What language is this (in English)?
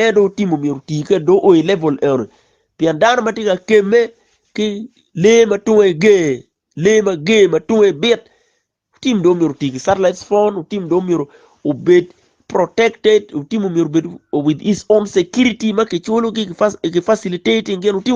Acoli